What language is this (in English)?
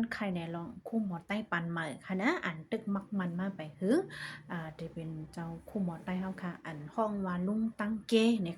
Shan